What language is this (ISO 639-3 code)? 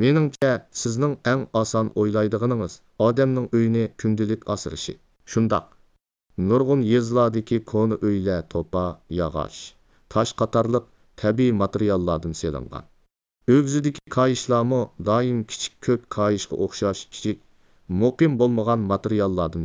uig